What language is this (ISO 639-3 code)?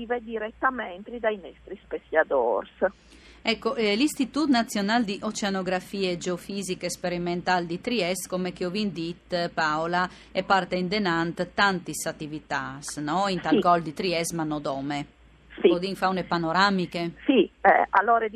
fur